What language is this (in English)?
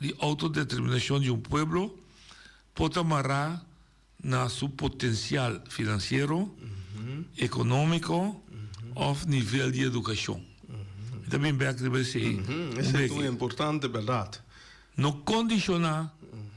Papiamento